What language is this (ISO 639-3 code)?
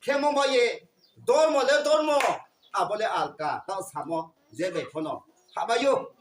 ria